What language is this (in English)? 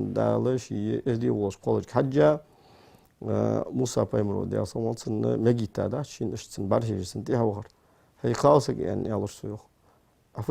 Ingush